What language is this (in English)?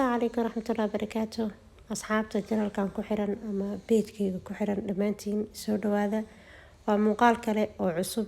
Somali